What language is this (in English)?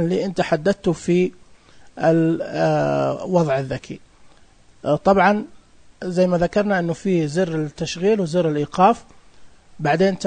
Najdi Arabic